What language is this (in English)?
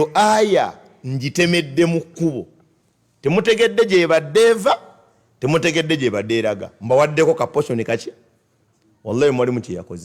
Ganda